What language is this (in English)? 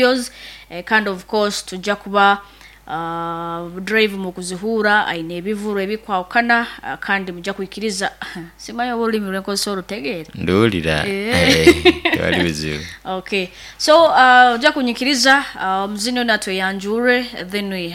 Nyoro